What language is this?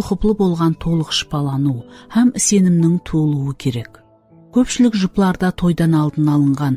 Kara-Kalpak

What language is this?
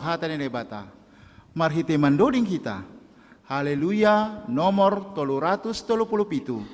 Batak Simalungun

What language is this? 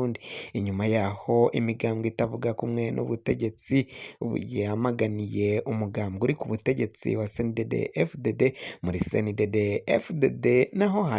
Rundi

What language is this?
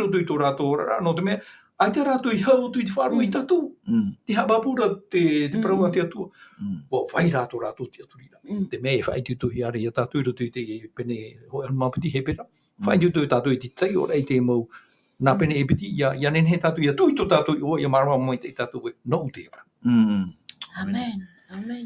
Tahitian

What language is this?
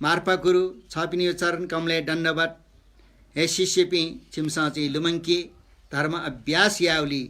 Newari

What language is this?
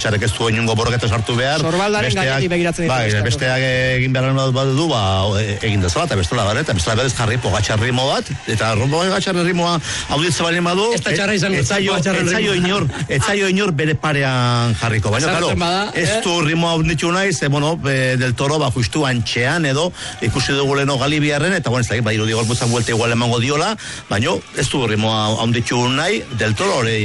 Basque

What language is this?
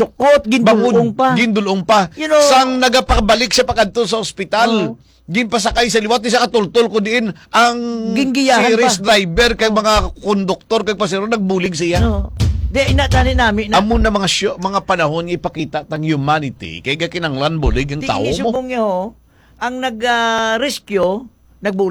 Hiligaynon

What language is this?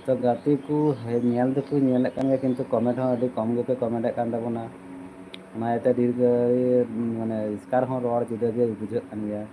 Santali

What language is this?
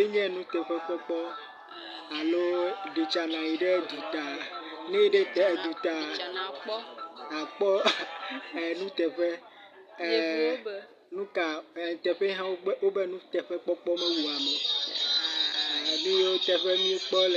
Ewe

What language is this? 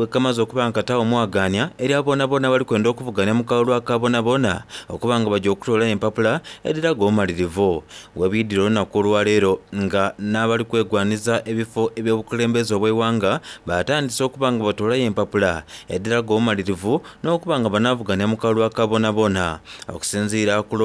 Soga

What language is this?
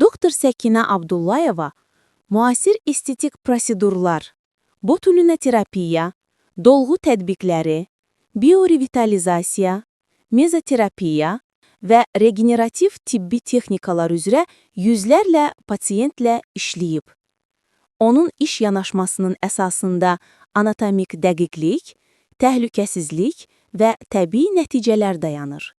Azerbaijani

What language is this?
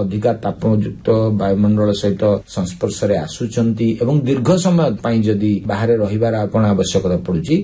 Odia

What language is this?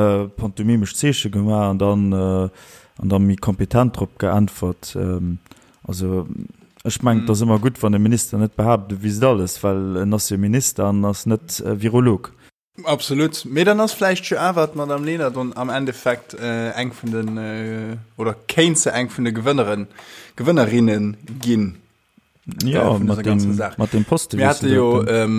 Luxembourgish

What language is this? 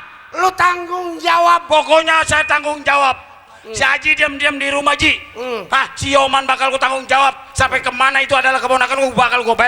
Betawi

